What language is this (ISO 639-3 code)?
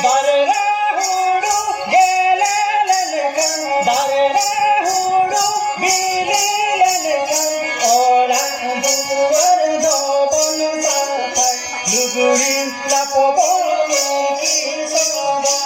sat